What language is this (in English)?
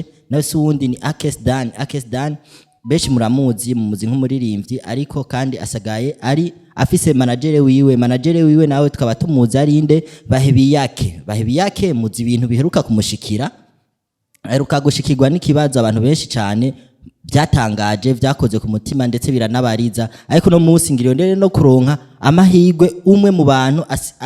Rundi